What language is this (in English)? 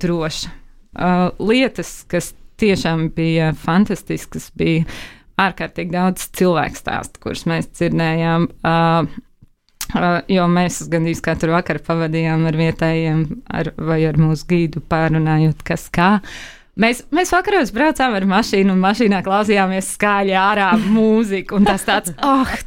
Latvian